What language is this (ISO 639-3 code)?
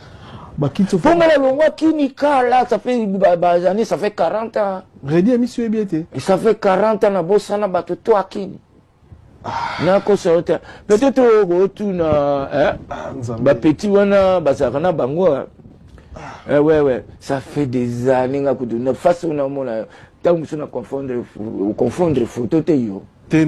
lin